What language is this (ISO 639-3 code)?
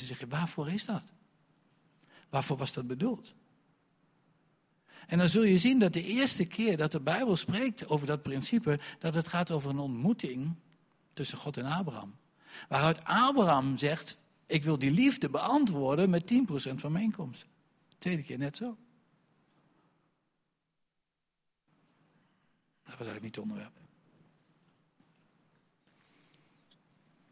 nld